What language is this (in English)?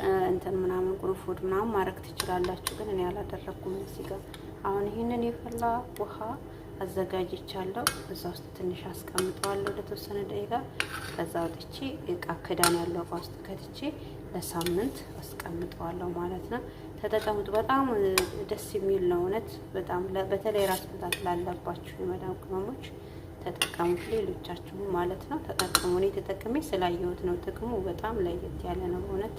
Amharic